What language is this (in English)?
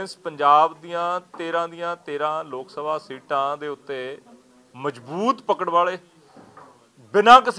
Punjabi